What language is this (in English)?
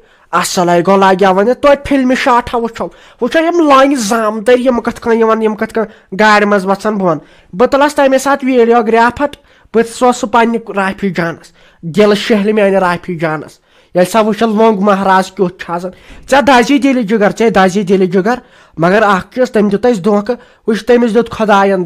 Kashmiri